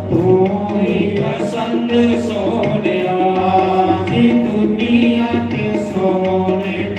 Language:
Dogri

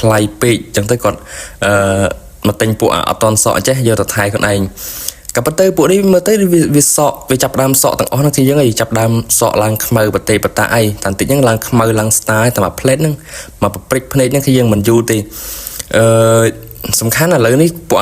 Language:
Khmer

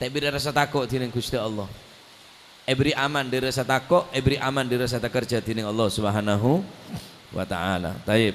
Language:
Madurese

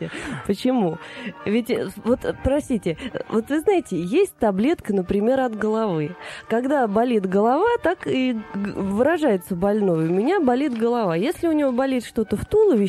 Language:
Russian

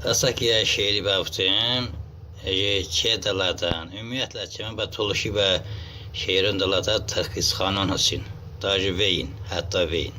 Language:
Talysh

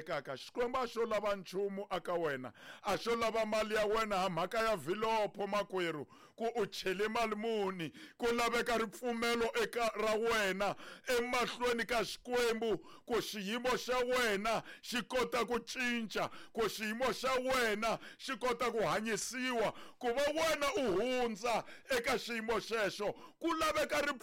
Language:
Tsonga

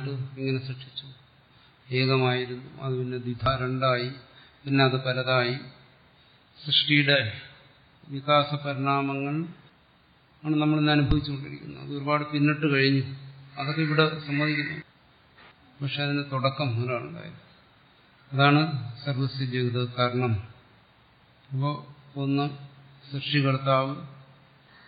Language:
Malayalam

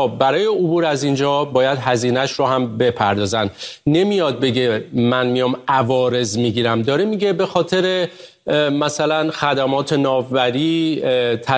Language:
Persian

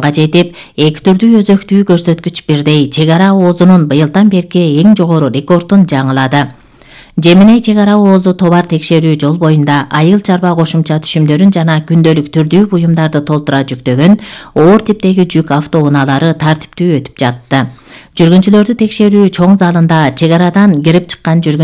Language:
Kyrgyz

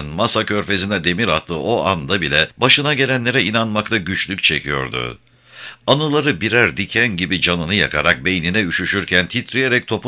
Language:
Turkish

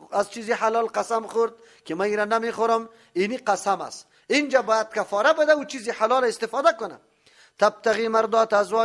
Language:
Persian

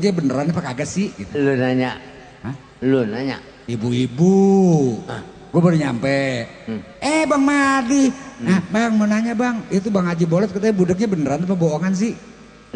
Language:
Betawi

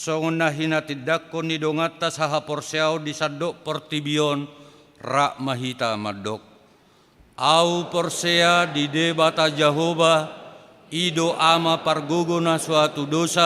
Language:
Batak Toba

